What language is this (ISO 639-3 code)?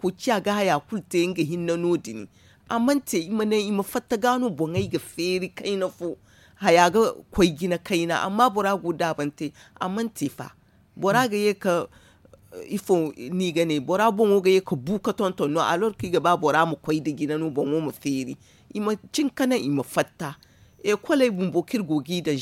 dje